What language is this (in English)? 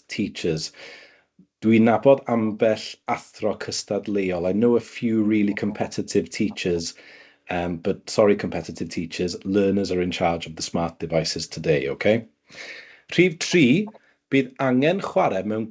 Welsh